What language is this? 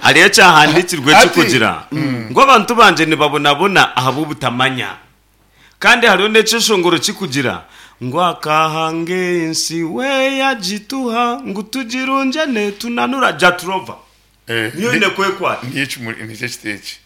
Nyankole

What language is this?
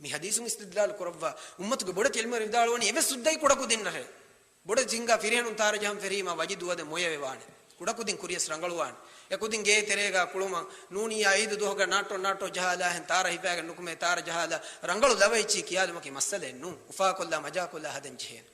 Divehi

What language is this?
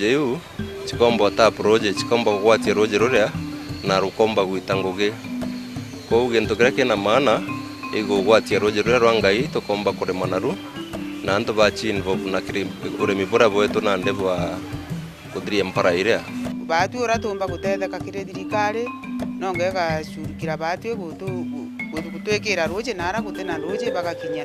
Meru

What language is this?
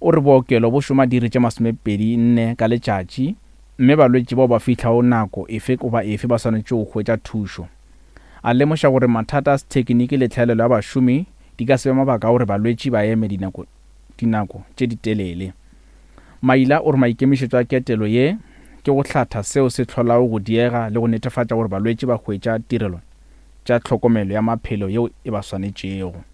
Northern Sotho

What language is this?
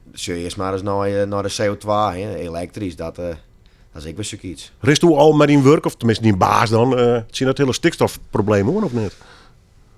Western Frisian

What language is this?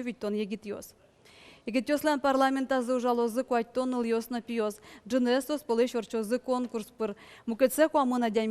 Udmurt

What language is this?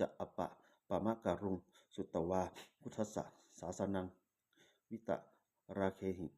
Pali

